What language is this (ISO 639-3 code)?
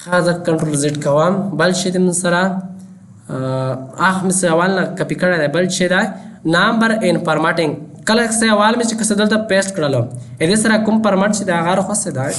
pus